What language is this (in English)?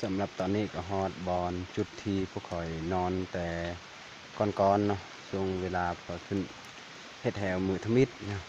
Lao